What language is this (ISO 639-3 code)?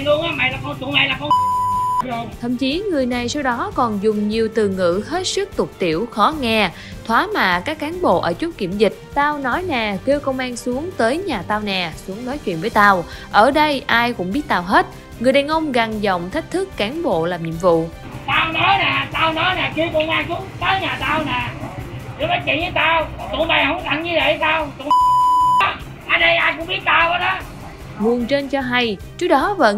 vie